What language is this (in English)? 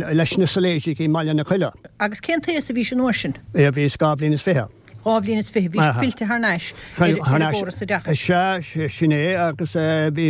Irish